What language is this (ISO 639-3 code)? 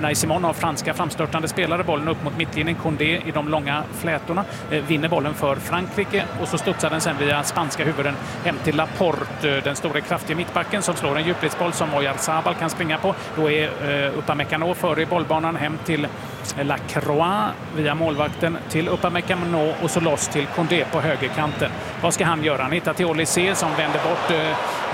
swe